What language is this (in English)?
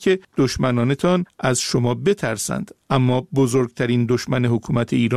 Persian